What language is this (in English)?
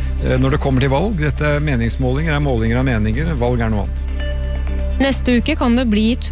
Norwegian